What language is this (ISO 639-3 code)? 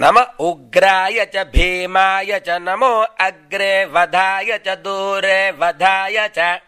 san